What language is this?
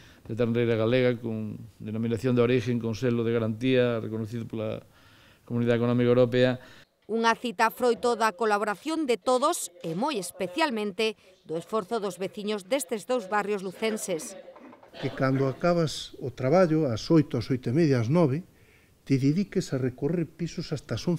Galician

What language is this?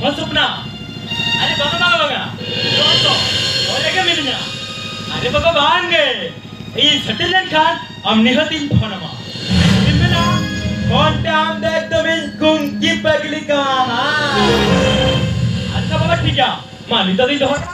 Santali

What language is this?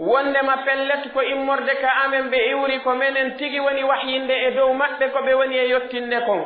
Pular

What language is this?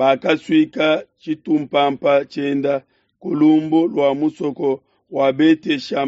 Luba-Lulua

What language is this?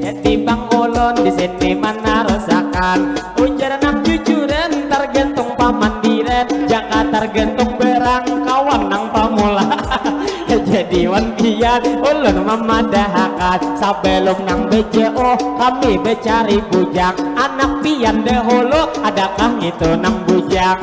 Banjar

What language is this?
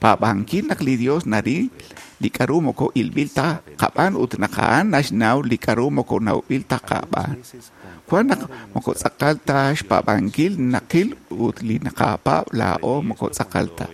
Kekchí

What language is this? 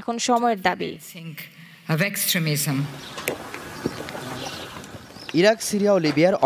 Bangla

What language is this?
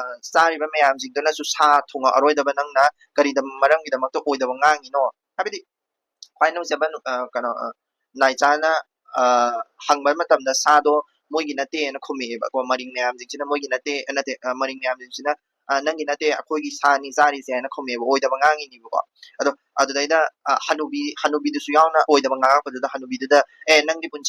Manipuri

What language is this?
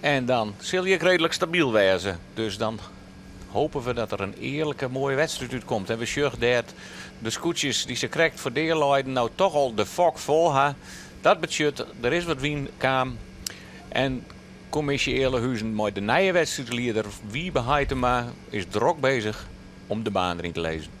Western Frisian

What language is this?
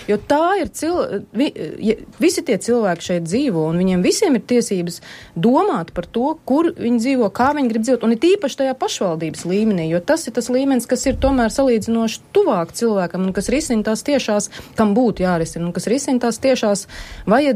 Latvian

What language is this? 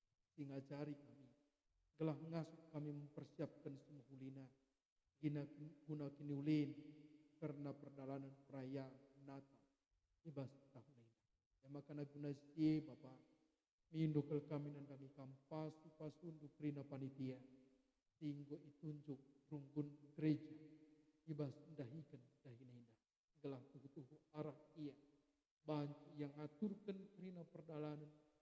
Batak Karo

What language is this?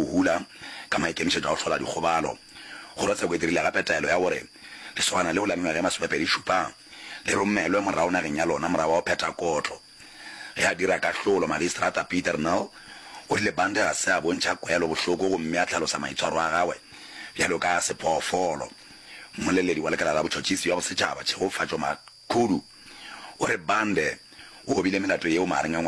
Northern Sotho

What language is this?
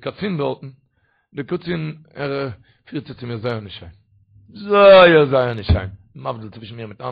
Yiddish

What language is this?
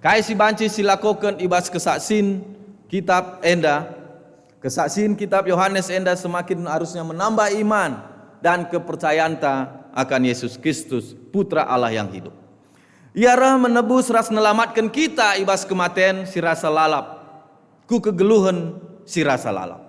Batak Karo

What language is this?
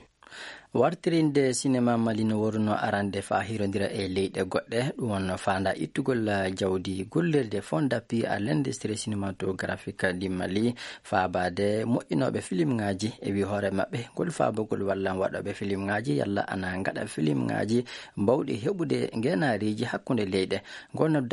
Fula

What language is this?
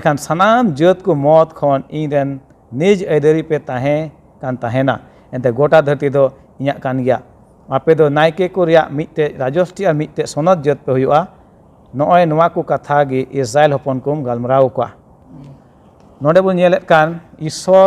Santali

